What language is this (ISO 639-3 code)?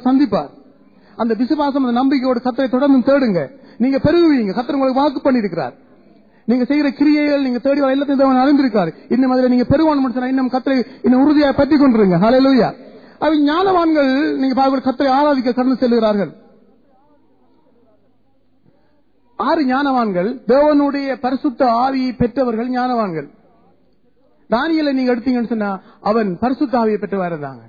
tam